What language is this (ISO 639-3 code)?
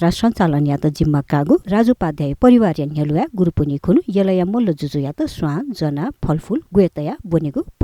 new